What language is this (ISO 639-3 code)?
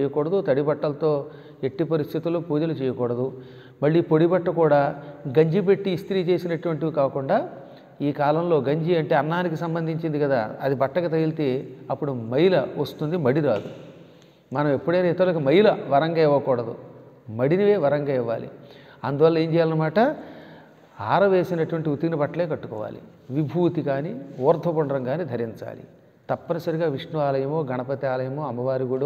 tel